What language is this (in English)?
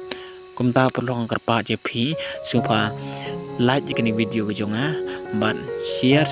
Khasi